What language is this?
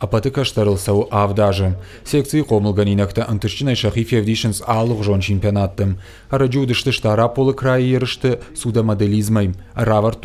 Ossetic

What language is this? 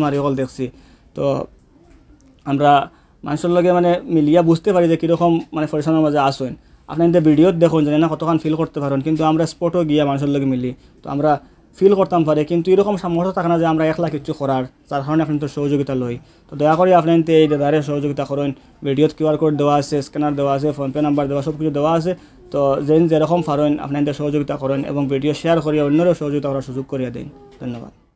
Sylheti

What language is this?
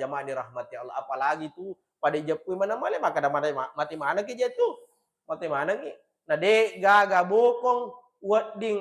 Buginese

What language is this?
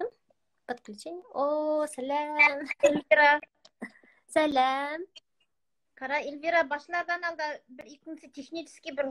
Bashkir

